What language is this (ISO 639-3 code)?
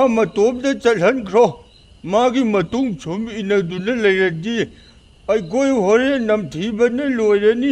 mni